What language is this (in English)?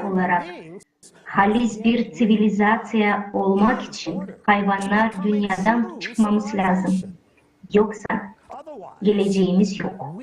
Gagauz